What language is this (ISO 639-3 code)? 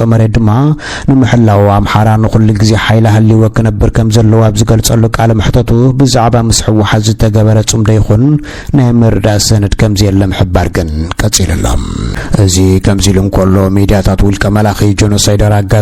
tir